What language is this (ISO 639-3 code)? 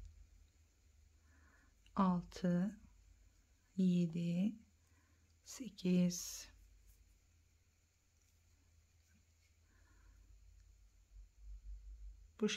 tur